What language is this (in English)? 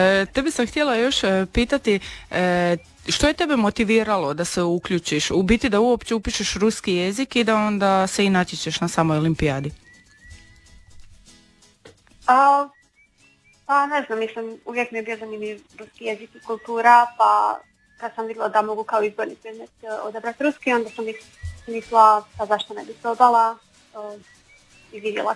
Croatian